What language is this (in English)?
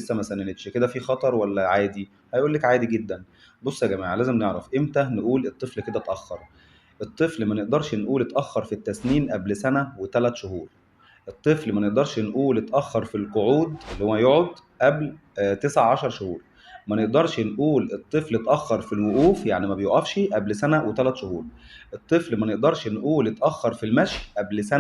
Egyptian Arabic